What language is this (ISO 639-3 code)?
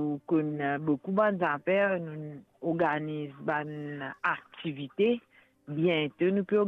mfe